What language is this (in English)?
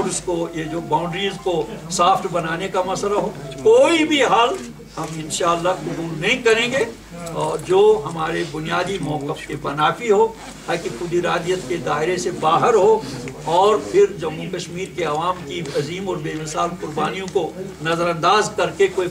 Urdu